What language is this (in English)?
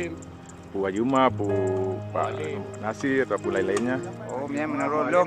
Achinese